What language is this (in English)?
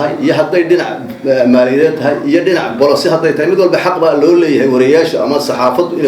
Somali